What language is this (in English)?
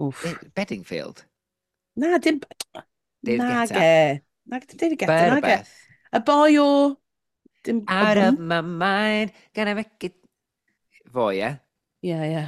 Welsh